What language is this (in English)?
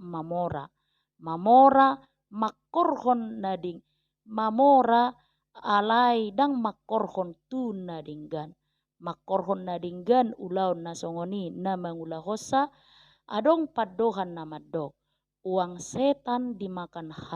Batak Toba